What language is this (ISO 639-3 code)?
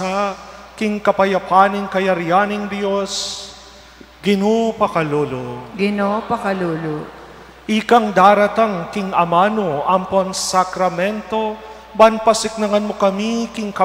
pam